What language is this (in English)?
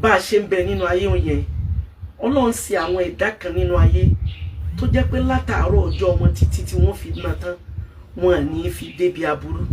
Yoruba